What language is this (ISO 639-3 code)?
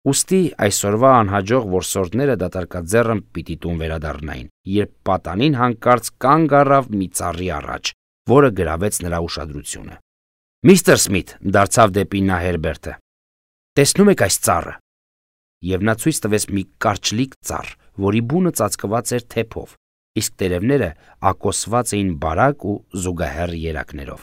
hye